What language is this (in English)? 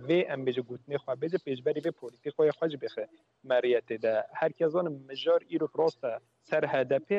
Kurdish